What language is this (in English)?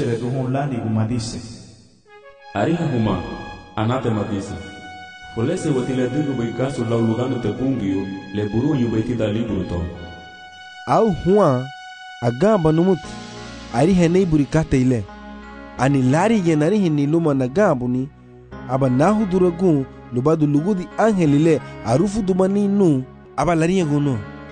Garifuna